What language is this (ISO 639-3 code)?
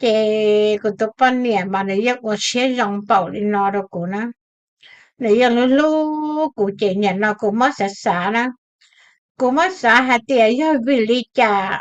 hmn